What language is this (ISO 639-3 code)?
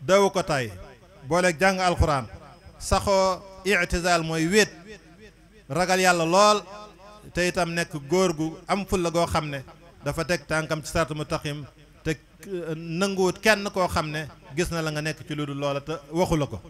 wol